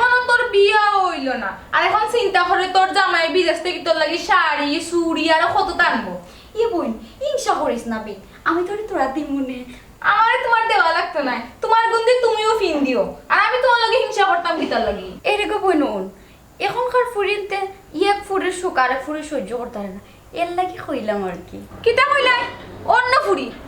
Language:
Sylheti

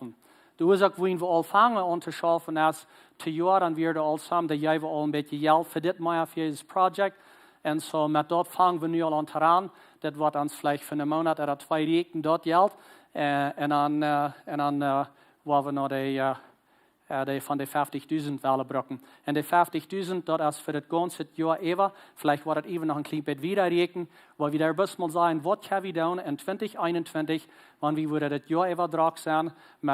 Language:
Plautdietsch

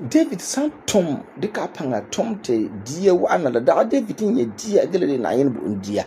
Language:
Frafra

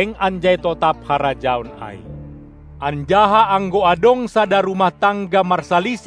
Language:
Batak Simalungun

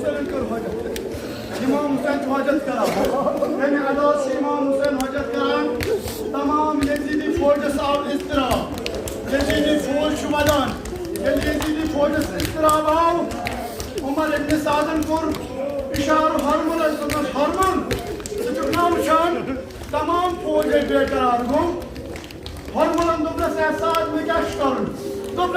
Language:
Kashmiri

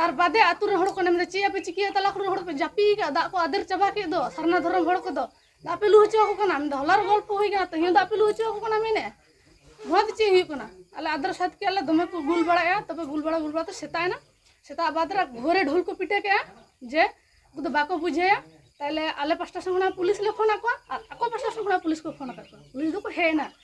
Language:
Santali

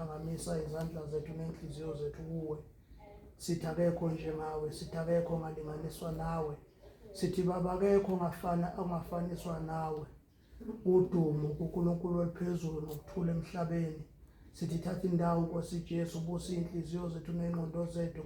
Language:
Zulu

